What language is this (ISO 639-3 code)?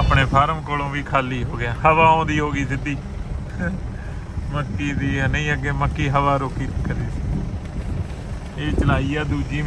pan